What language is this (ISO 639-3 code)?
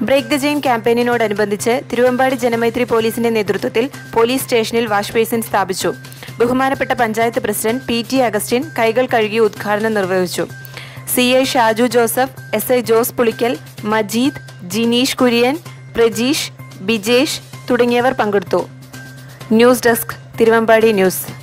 mal